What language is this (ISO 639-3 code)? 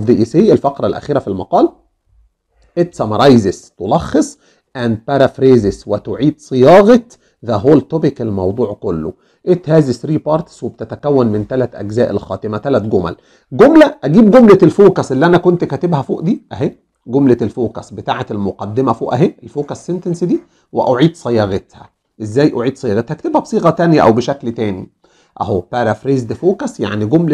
arz